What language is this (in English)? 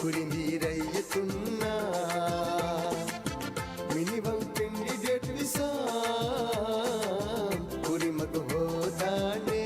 Divehi